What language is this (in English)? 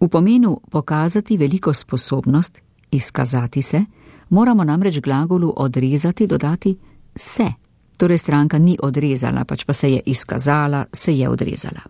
Slovenian